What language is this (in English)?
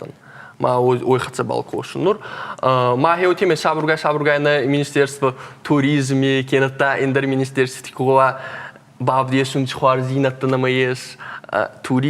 Ossetic